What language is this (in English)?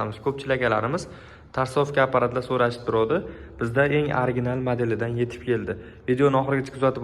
Uzbek